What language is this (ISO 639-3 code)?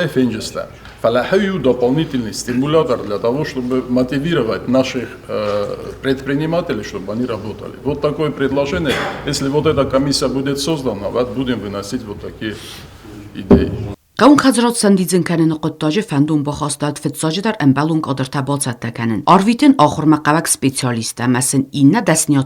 oss